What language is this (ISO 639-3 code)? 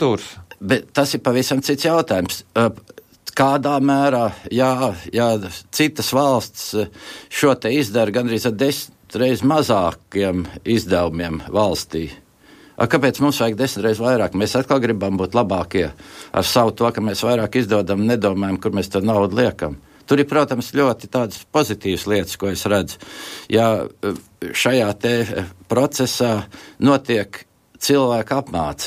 lav